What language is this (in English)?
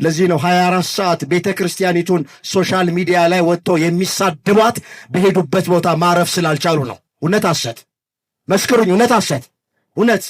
Amharic